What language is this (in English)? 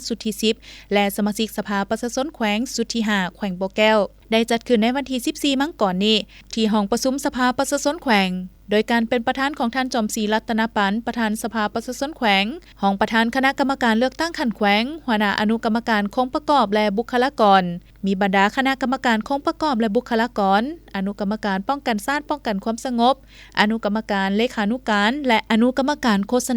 Lao